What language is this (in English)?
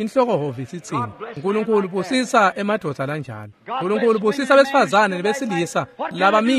Swati